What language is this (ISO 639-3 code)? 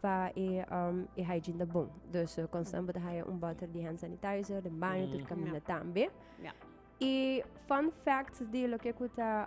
pap